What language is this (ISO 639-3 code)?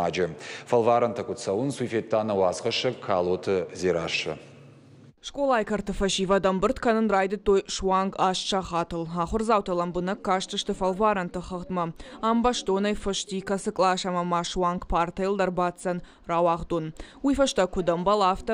oss